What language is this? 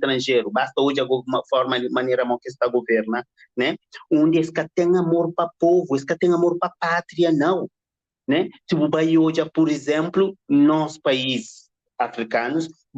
Kabuverdianu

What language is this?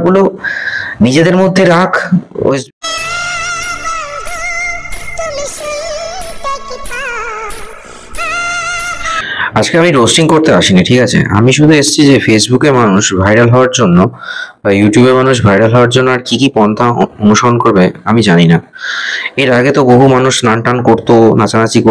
Bangla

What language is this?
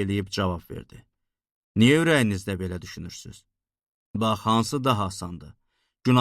Azerbaijani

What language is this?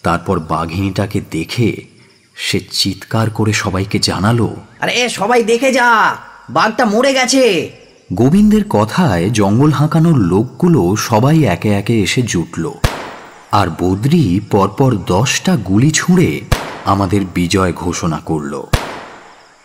Bangla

